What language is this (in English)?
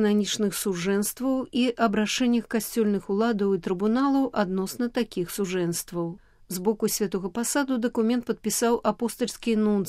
Belarusian